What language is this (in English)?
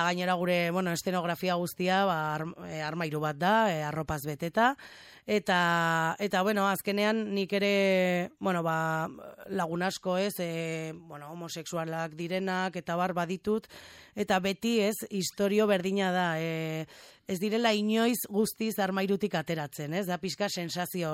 Basque